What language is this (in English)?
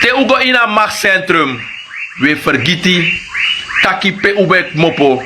Sranan Tongo